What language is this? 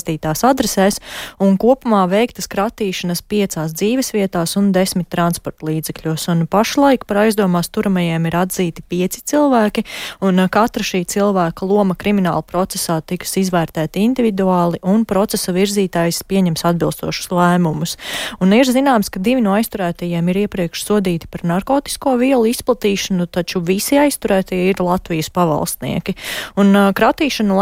Latvian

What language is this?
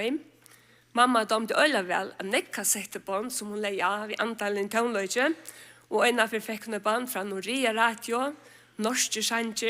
Faroese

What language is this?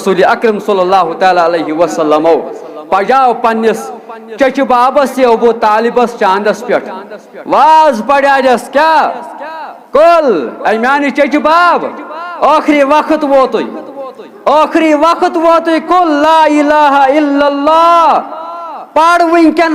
Kashmiri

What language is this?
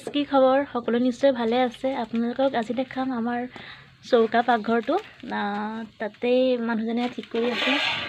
Assamese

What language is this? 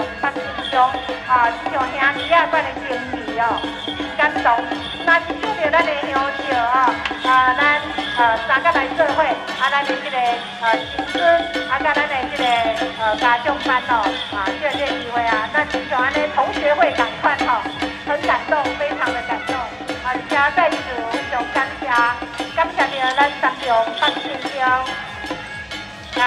Min Nan Chinese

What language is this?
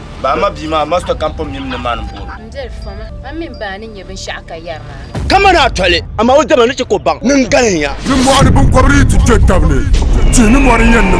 Dagbani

